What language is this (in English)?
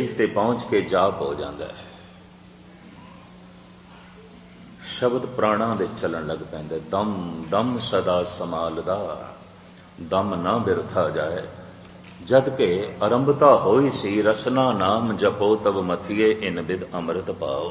Punjabi